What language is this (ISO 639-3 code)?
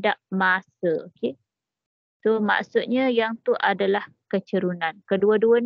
msa